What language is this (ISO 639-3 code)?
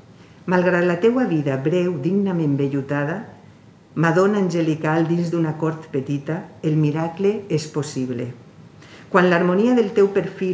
cat